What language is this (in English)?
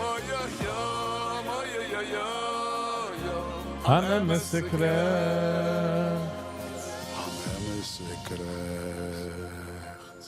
Yiddish